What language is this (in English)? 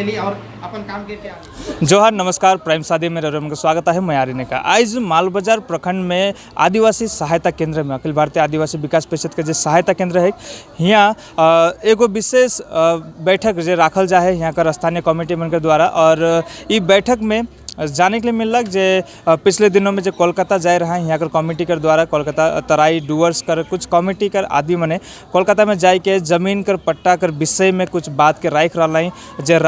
Sadri